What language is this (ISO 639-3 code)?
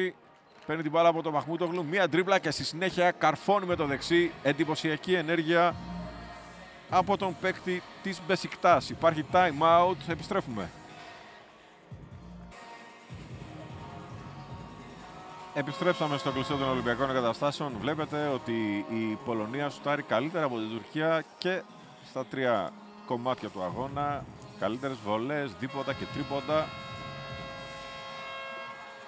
ell